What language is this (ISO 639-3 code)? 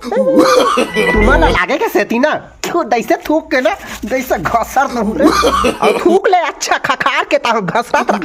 hne